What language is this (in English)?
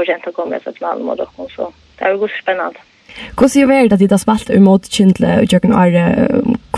Faroese